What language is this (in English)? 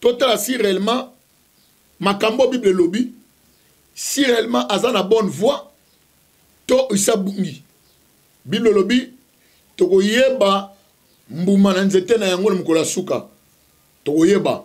Lingala